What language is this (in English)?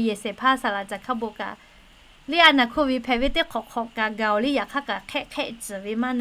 Lahu